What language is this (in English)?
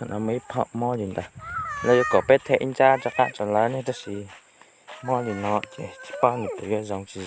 Hmong